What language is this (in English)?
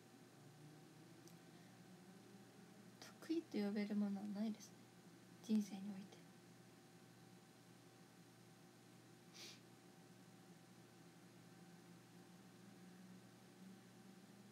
Japanese